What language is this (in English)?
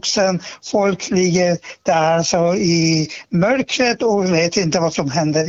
Swedish